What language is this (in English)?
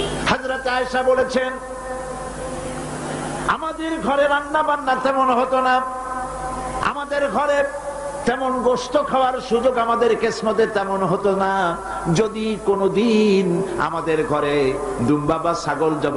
Bangla